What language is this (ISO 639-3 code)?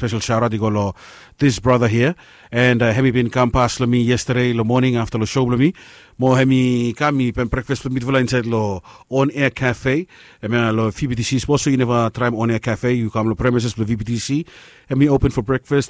bis